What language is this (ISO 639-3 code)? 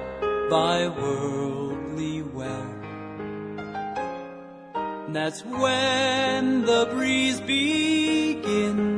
eng